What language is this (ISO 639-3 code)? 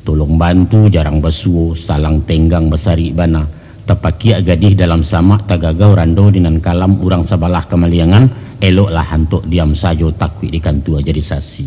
min